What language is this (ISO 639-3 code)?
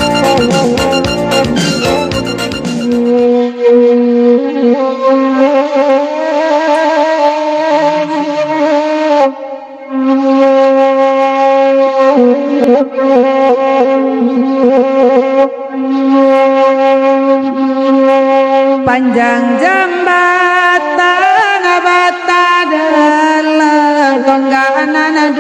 min